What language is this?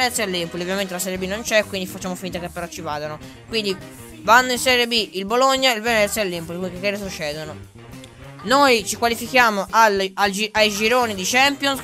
Italian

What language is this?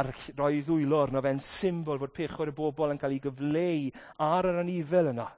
Welsh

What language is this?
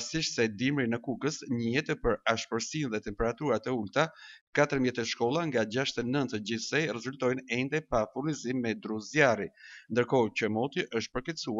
Albanian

